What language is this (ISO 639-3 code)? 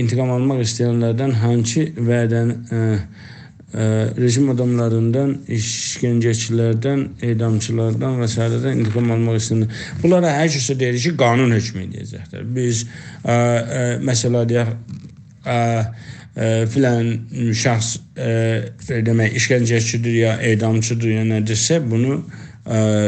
azb